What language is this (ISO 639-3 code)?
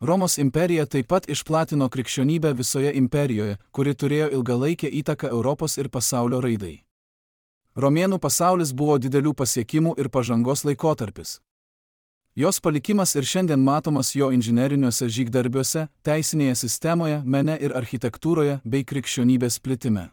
lit